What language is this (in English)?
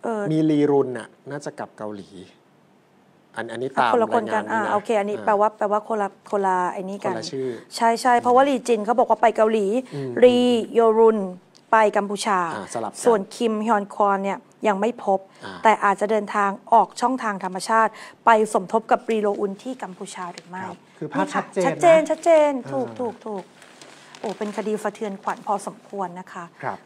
Thai